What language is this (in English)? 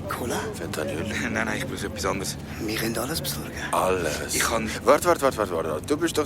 Swiss German